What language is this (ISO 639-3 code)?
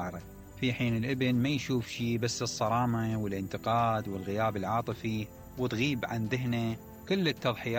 acm